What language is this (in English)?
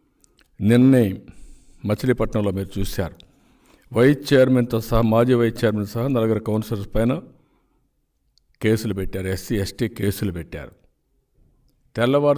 Telugu